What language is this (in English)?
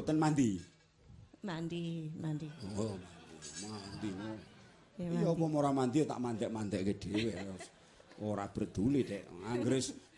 Javanese